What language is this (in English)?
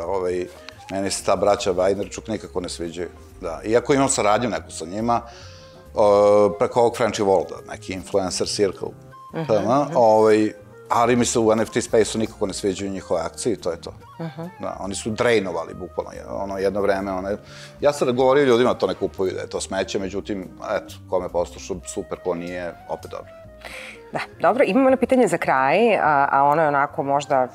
Serbian